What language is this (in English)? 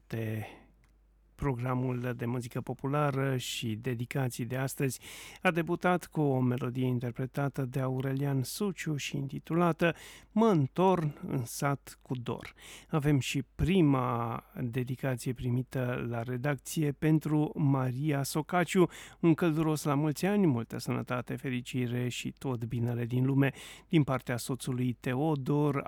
Romanian